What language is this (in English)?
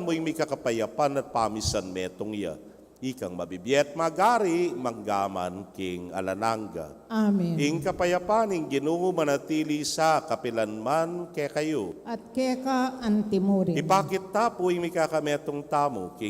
Pampanga